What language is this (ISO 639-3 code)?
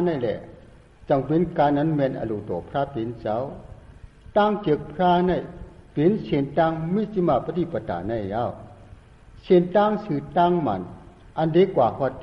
shn